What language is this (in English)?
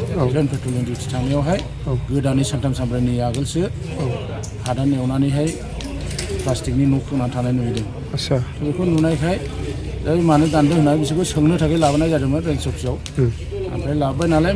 Bodo